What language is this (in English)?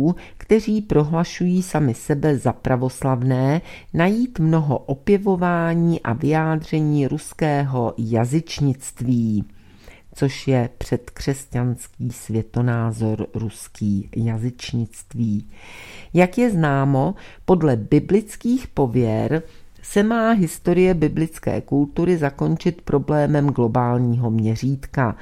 Czech